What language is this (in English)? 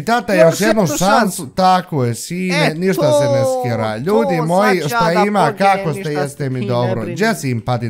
Bosnian